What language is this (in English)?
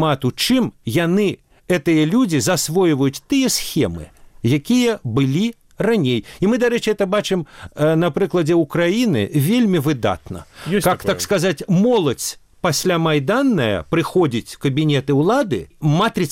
Belarusian